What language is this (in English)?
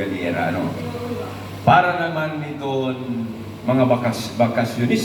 Waray